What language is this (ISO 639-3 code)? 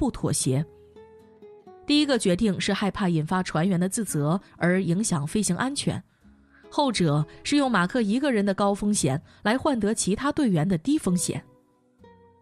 zho